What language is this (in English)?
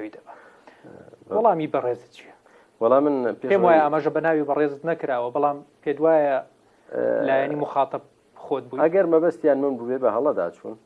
Central Kurdish